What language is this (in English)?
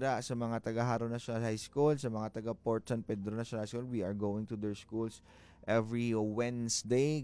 Hiligaynon